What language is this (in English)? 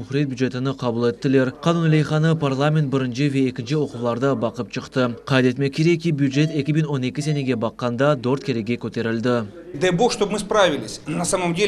Crimean Tatar